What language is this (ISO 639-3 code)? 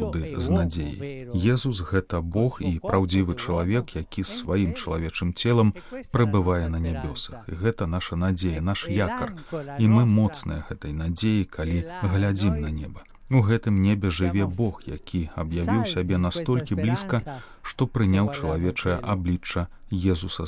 bel